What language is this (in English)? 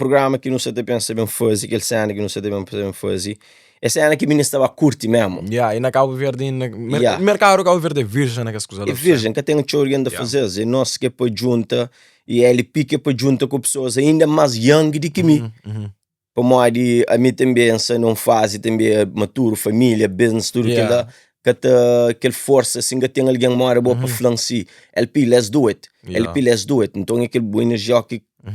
Kabuverdianu